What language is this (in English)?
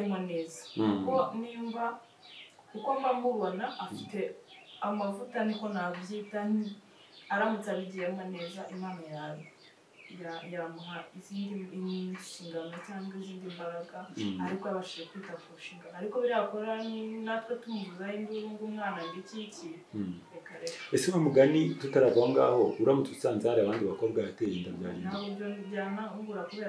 Kinyarwanda